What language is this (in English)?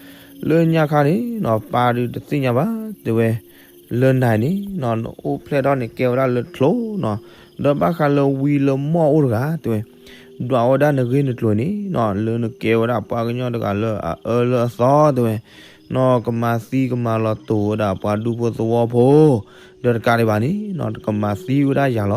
S'gaw Karen